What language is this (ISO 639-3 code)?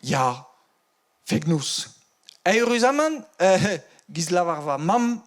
bre